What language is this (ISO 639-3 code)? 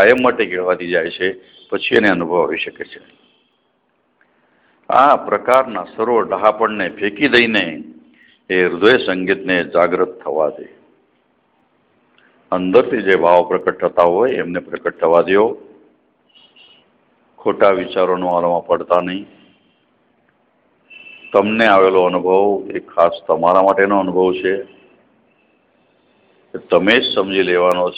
guj